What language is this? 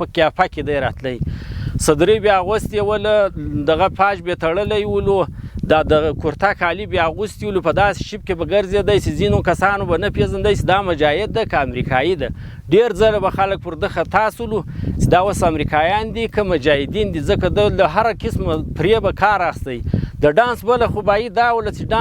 Pashto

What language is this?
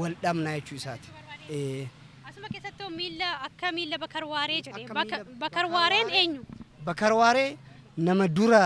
Oromo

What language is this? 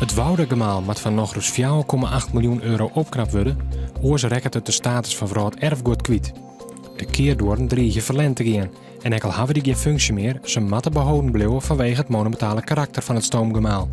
Western Frisian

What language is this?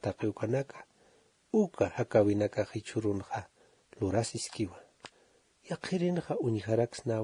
Aymara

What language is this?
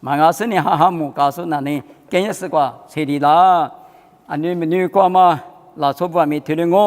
Lisu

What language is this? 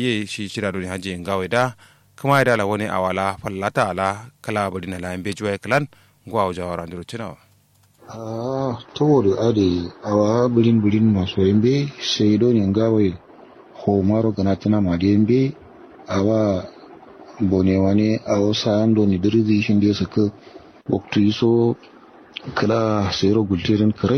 Kanuri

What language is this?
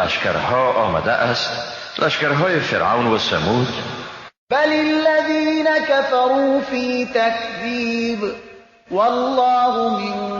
Persian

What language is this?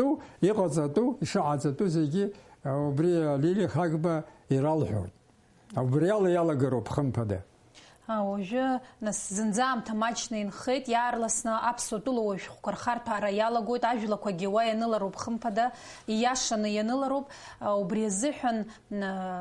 Abkhazian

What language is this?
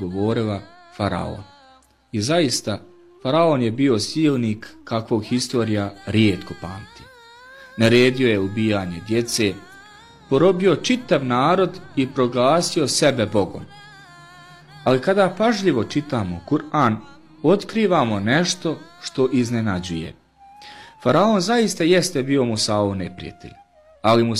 Bosnian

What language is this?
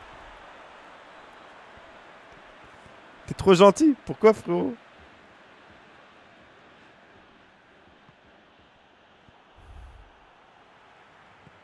French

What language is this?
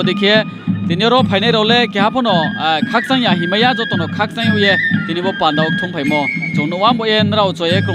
Riang (India)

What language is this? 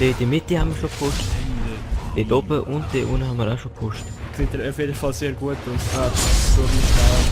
Swiss German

